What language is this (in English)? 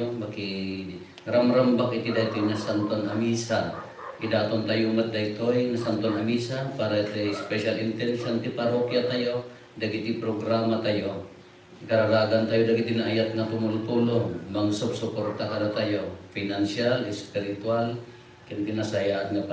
Iloko